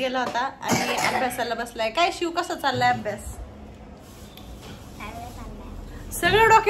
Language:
Marathi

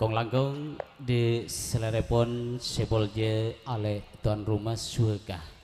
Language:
Madurese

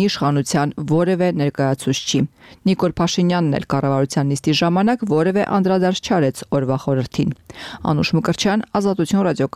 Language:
Armenian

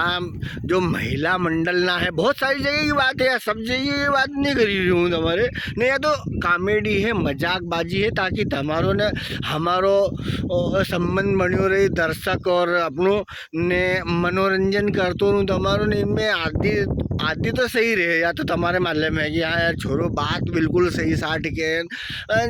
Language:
Rajasthani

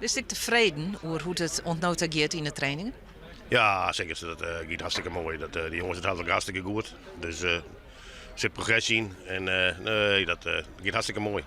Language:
Western Frisian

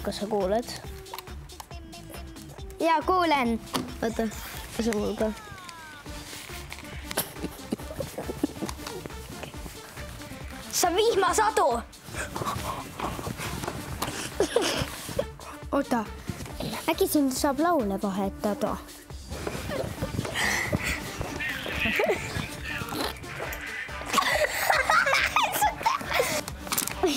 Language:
Estonian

